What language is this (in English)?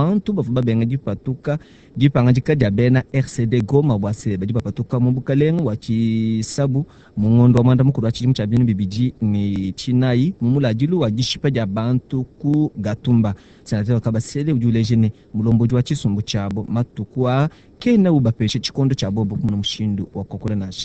Luba-Lulua